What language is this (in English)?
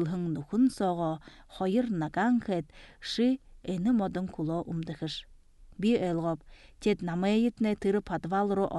Buriat